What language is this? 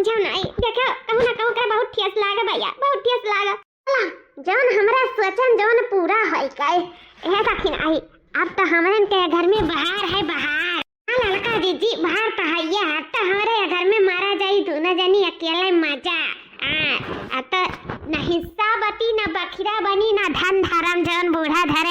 Awadhi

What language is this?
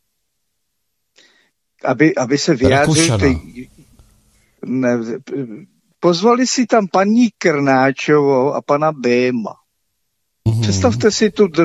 Czech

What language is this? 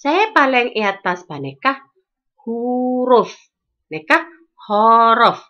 Madurese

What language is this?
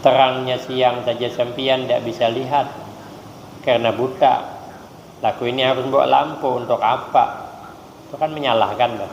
Banjar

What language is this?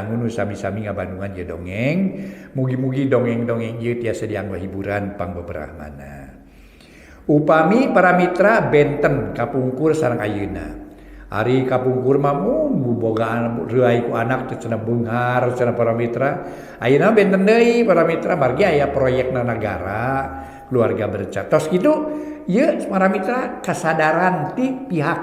Sundanese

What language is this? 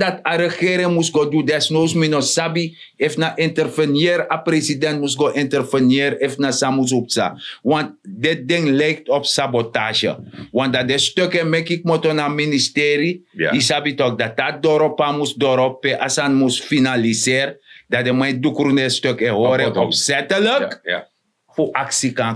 Sranan Tongo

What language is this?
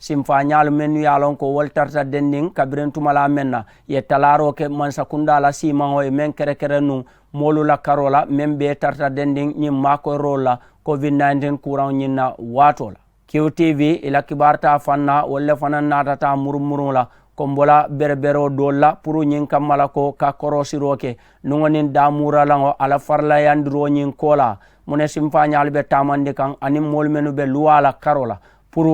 Mandingo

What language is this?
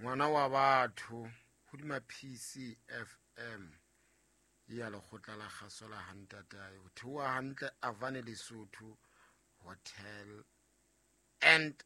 Southern Sotho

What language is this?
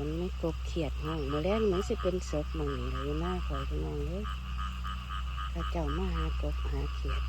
Lao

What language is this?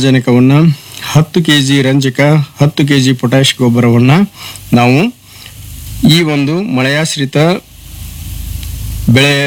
Kannada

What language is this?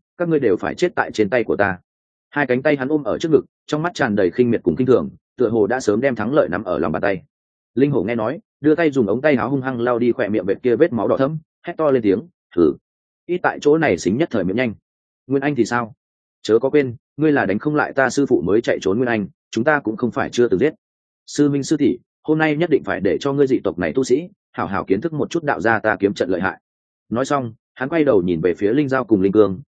Vietnamese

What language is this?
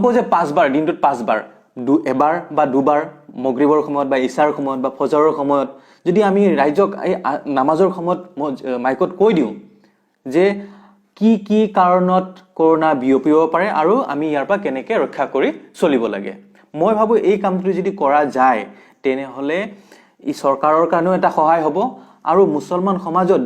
Assamese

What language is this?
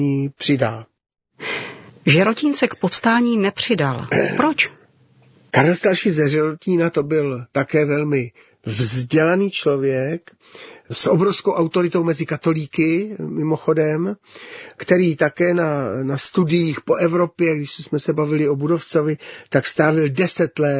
Czech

